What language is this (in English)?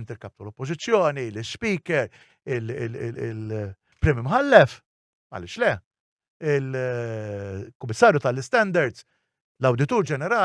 Maltese